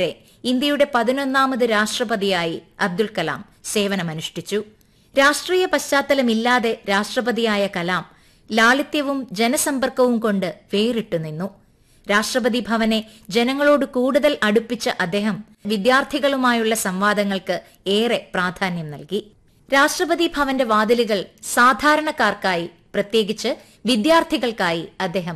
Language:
Malayalam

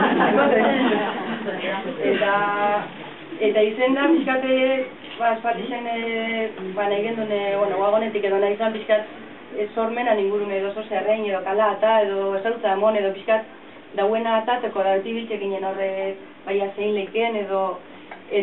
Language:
Basque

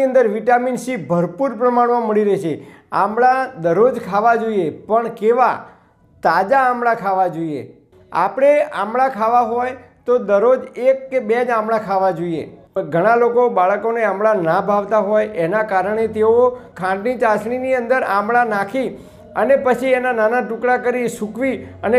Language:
Gujarati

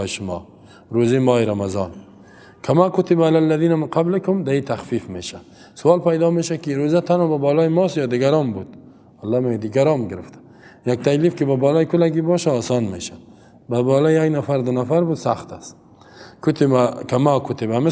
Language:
Persian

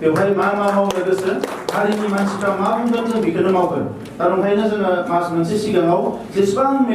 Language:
Bodo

